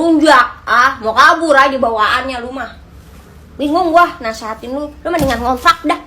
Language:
Betawi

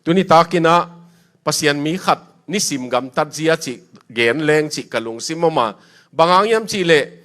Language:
Tedim Chin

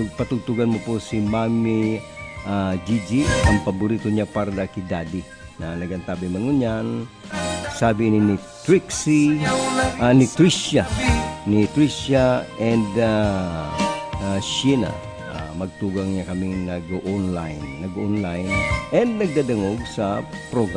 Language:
Bikol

